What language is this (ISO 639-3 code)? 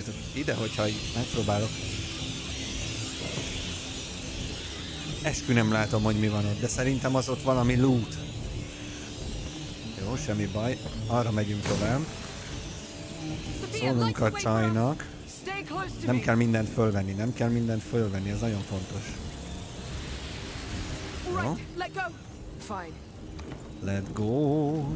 hun